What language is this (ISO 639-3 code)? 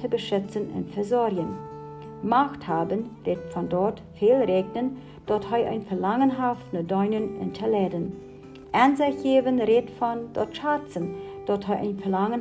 pdt